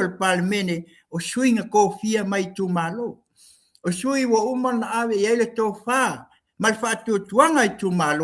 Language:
Samoan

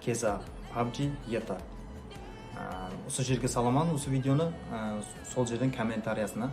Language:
Kara-Kalpak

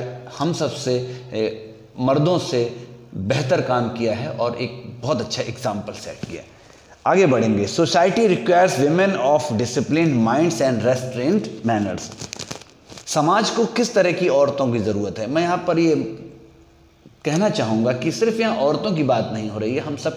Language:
Hindi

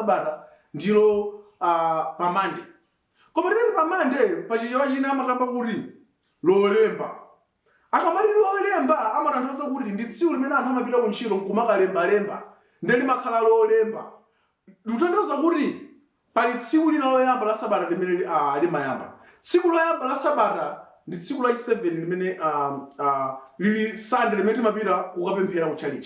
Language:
Nyanja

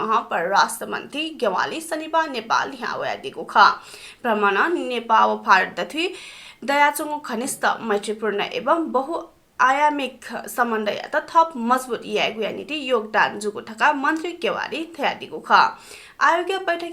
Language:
Newari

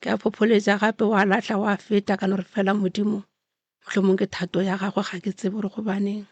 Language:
Northern Sotho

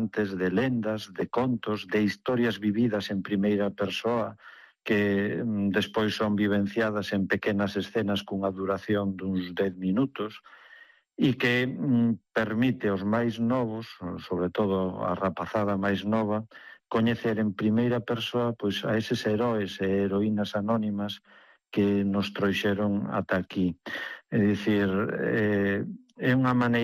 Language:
Galician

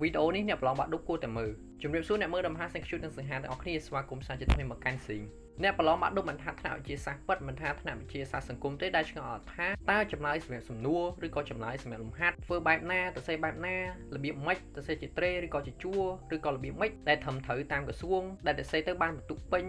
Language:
Khmer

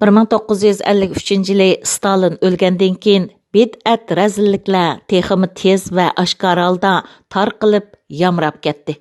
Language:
Uyghur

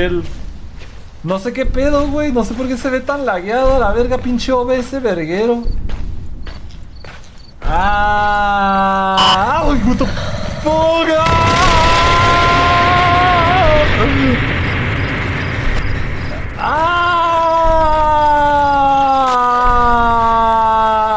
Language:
Spanish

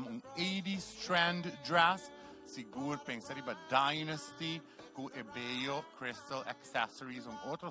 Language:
Papiamento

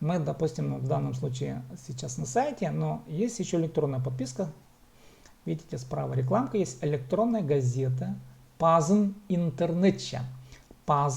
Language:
Khakas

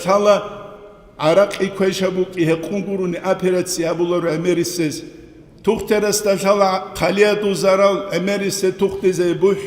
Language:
Avaric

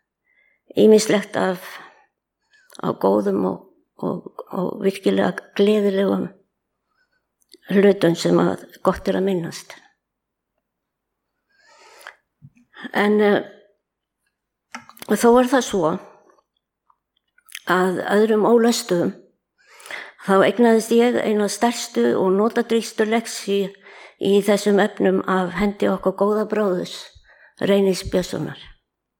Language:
Icelandic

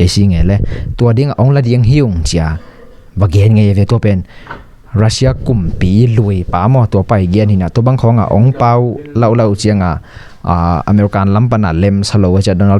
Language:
Tedim Chin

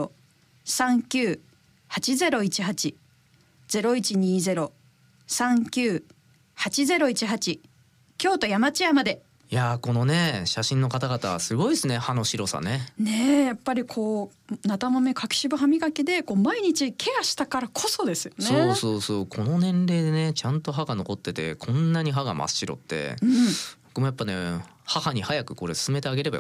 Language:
Japanese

